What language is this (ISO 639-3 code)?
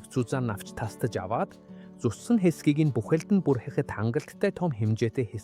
mon